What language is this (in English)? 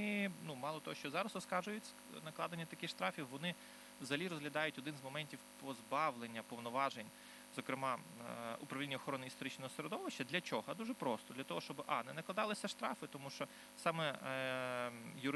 Ukrainian